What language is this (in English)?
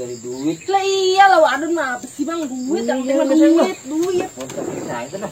Betawi